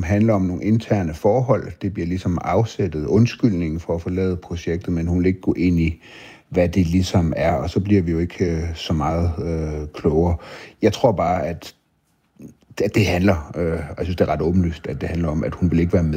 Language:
Danish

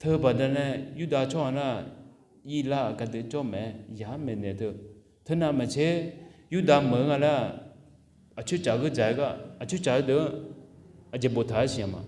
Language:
Akha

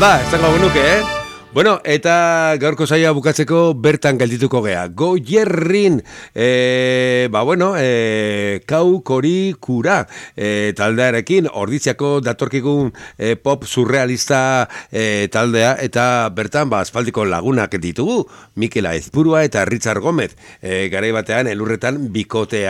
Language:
Basque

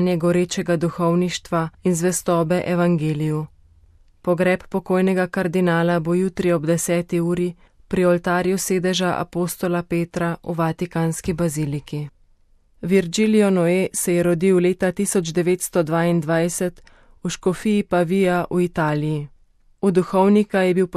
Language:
Slovenian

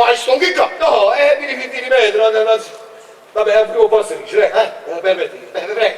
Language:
Neapolitan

